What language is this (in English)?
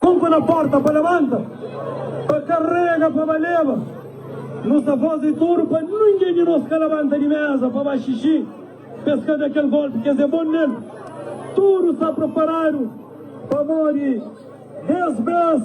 Kabuverdianu